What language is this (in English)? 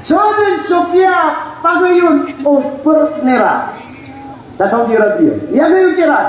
Maranao